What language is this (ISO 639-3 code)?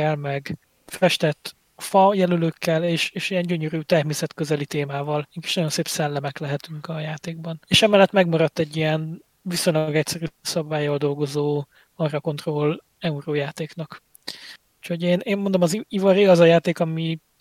hun